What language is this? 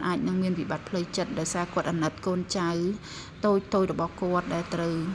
Khmer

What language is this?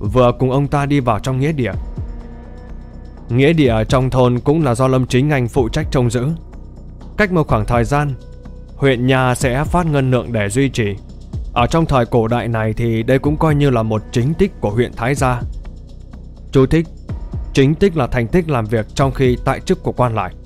Vietnamese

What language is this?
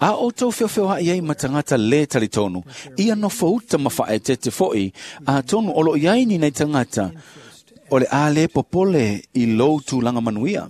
Samoan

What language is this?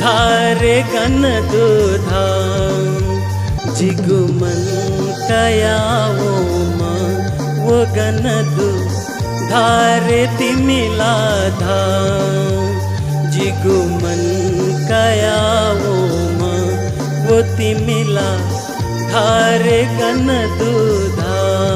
Newari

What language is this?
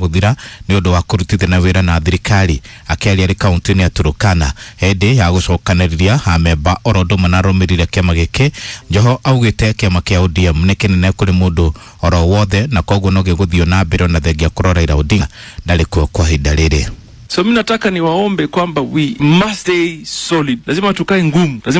Kikuyu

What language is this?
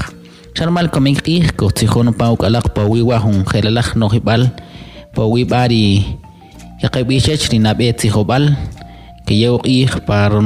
Kʼicheʼ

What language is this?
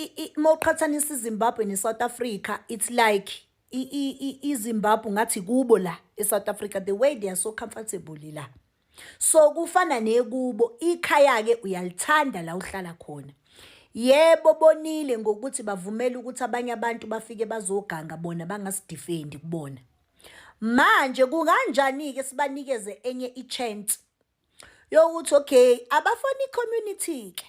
Zulu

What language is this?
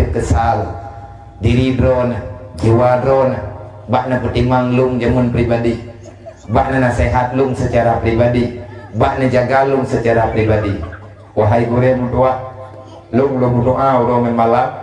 Achinese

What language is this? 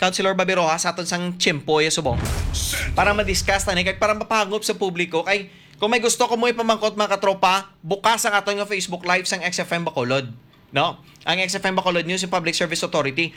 Hiligaynon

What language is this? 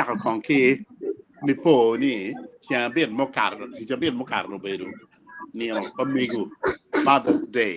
Acoli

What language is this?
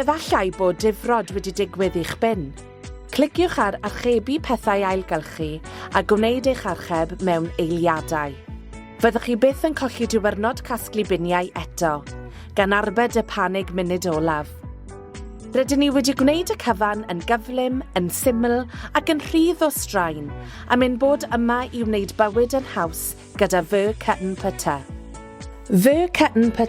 Welsh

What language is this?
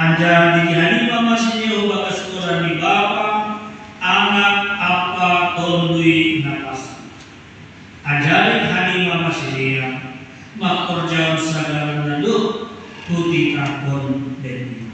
Batak Simalungun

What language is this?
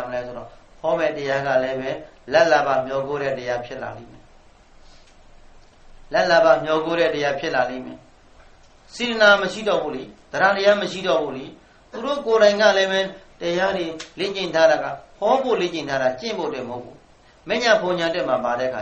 Burmese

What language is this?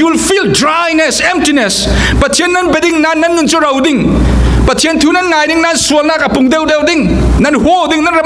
Falam Chin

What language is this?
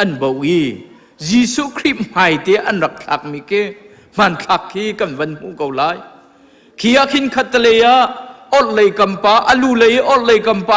Hakha Chin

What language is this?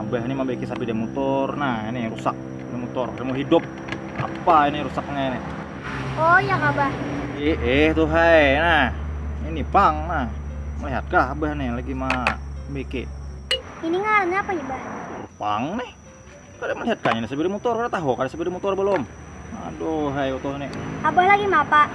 Banjar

